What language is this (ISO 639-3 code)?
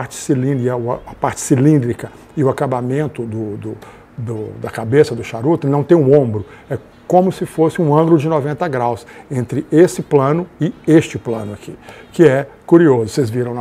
por